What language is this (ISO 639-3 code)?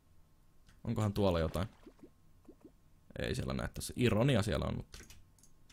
fin